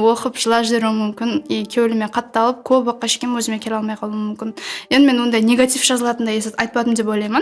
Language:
Kara-Kalpak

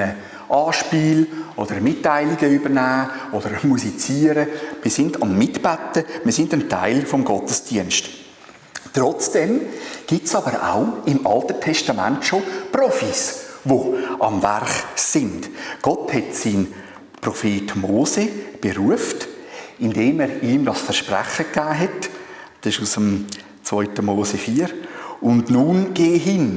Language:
Swiss German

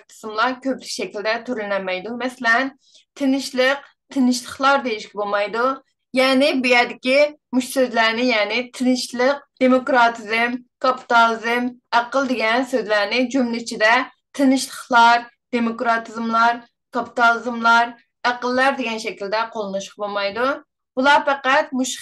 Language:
Uyghur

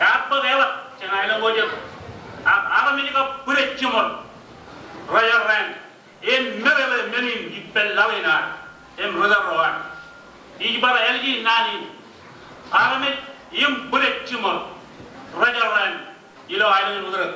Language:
Marshallese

